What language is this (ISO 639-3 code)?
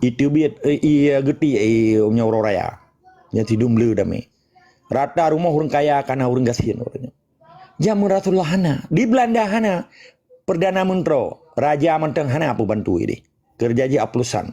ace